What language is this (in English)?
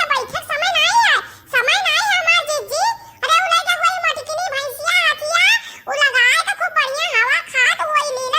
Awadhi